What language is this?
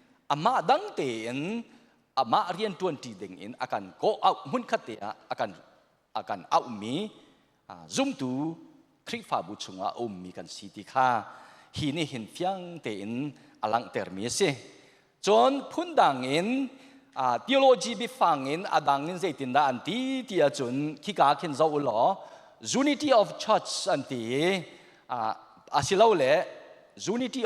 Hakha Chin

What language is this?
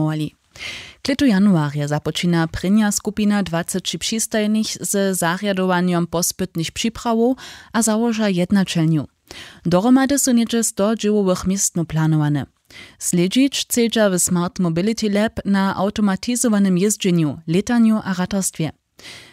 Upper Sorbian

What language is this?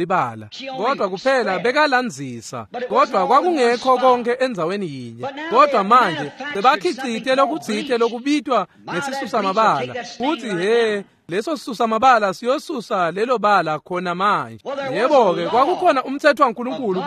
Swati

